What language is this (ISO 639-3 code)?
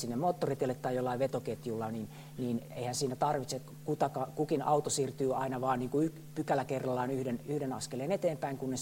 fin